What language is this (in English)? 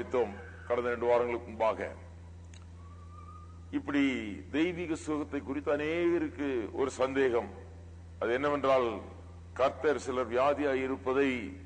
Tamil